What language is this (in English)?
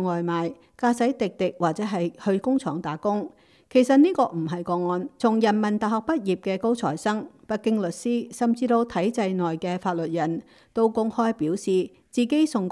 Cantonese